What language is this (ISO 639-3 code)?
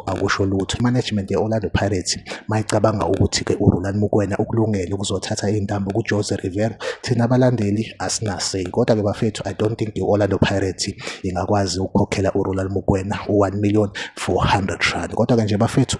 zul